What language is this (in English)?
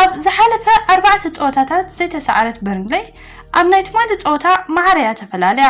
Tigrinya